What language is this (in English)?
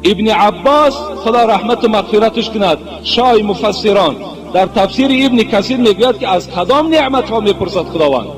Tajik